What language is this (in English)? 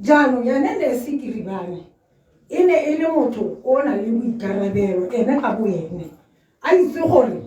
Tswana